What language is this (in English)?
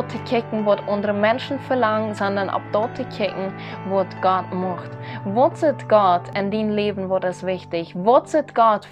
Plautdietsch